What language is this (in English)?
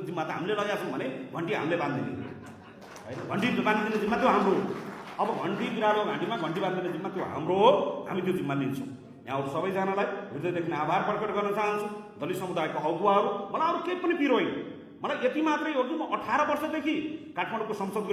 Nepali